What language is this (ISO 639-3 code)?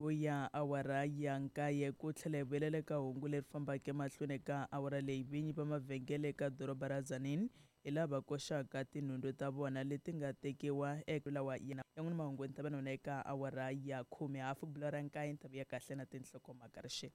tso